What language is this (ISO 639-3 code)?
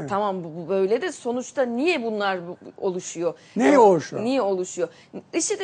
tur